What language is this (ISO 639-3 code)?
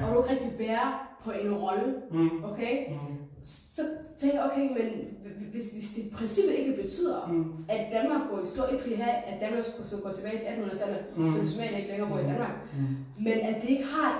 dan